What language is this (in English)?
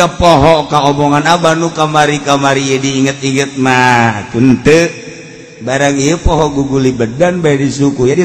Sundanese